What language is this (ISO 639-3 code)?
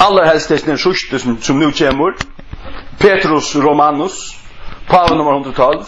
fao